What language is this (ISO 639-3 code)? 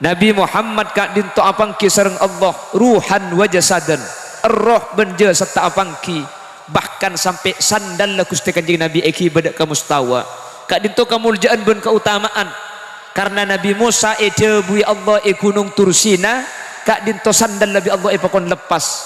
mad